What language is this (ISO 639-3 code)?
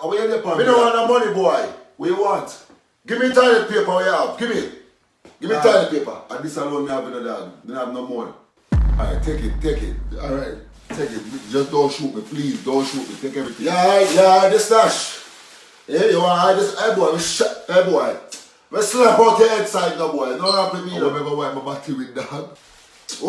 jam